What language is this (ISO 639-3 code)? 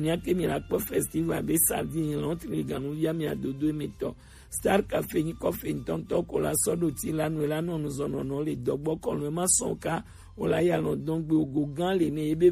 gej